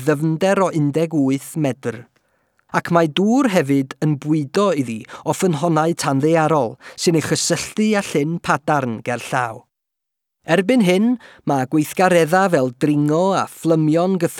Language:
Welsh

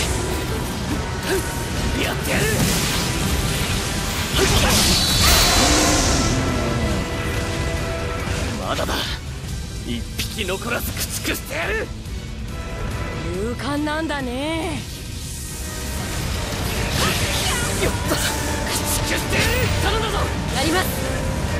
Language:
Japanese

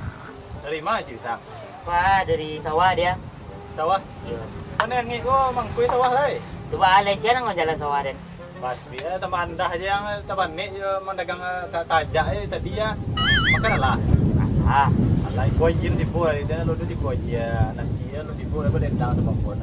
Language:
Minangkabau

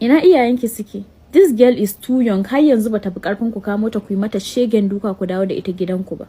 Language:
Hausa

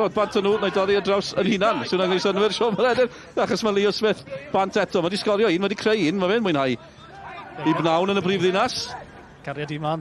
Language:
Welsh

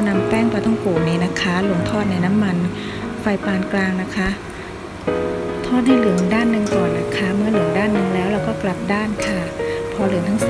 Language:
Thai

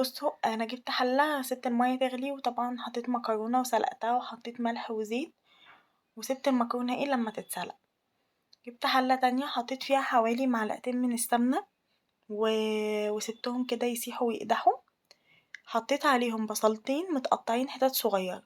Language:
Egyptian Arabic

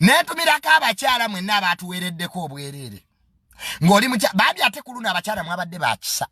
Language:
Ganda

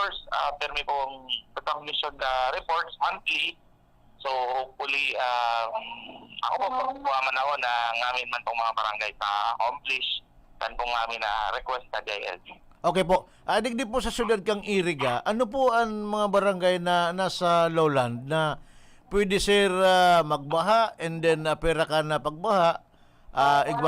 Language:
Bikol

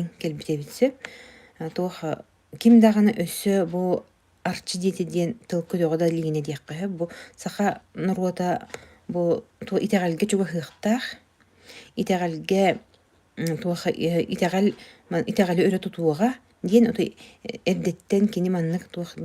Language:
Yakut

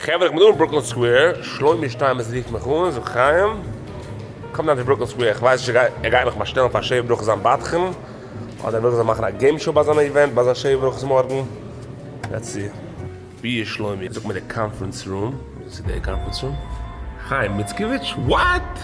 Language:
Yiddish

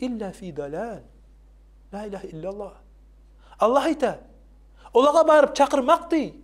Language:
Kumyk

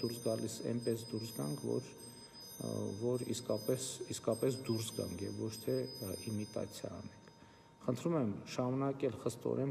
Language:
Armenian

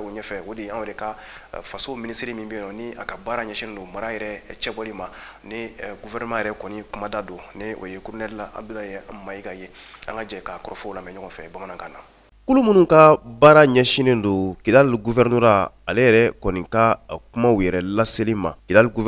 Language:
Bambara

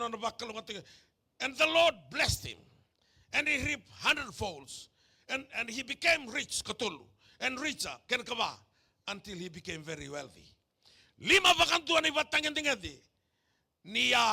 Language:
Fijian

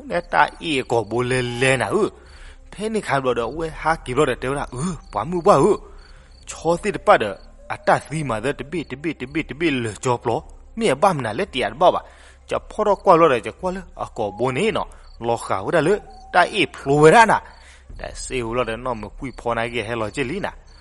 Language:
S'gaw Karen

